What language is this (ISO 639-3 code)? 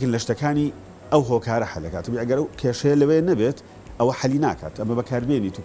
ckb